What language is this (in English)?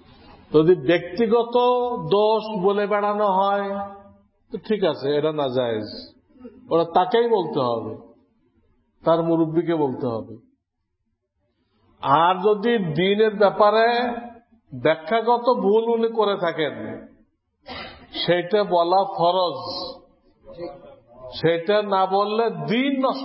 Bangla